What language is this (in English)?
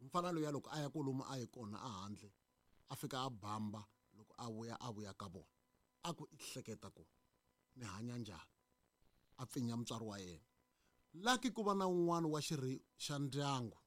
Tsonga